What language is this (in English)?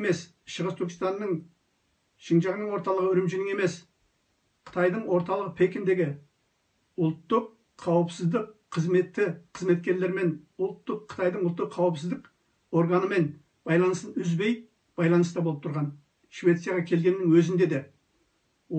Kazakh